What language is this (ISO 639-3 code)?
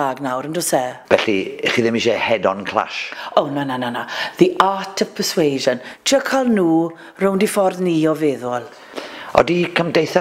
cym